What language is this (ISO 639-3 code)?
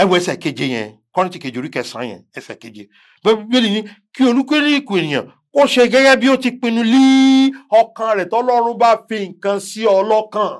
yor